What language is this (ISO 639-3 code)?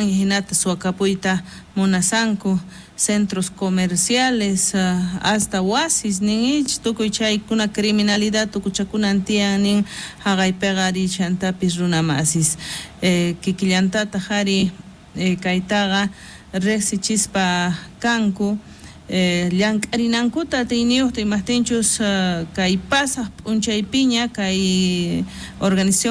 quh